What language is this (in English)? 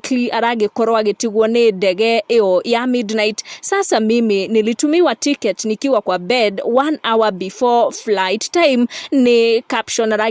Kikuyu